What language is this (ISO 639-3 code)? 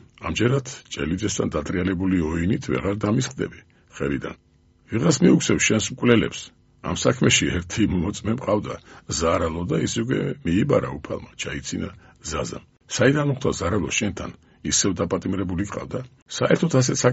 kat